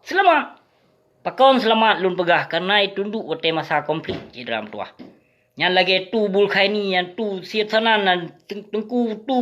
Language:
Achinese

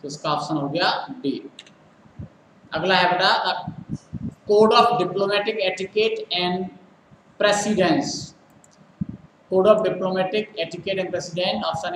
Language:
Hindi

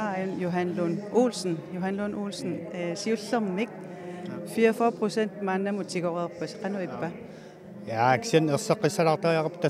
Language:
Kalaallisut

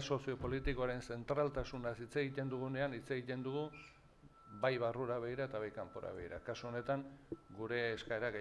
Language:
Basque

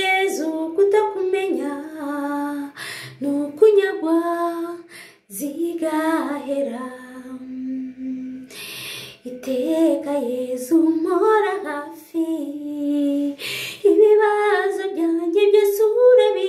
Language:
Kinyarwanda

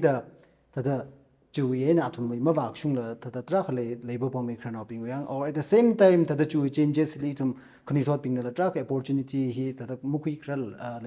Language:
Tangkhul Naga (India)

